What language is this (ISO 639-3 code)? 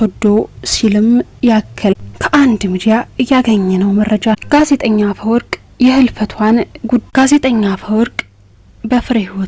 amh